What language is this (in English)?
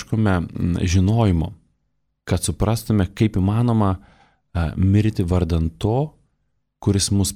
Lithuanian